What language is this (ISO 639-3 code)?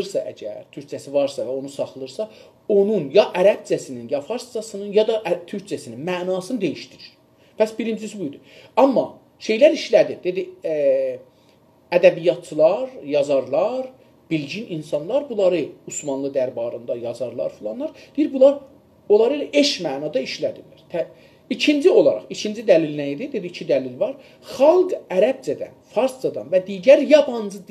azb